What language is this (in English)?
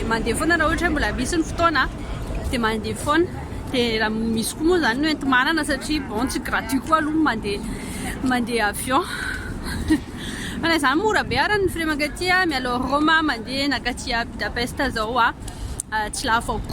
Malagasy